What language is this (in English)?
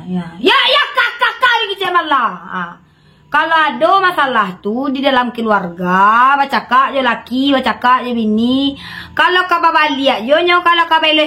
Minangkabau